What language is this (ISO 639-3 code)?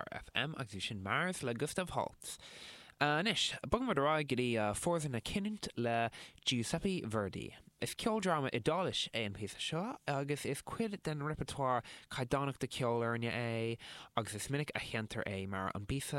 gle